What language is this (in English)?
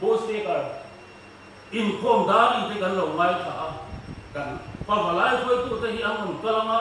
Mizo